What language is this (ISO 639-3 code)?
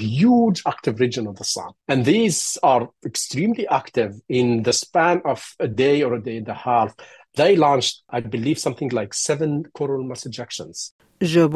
kur